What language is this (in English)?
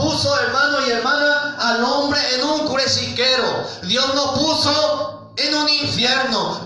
Guarani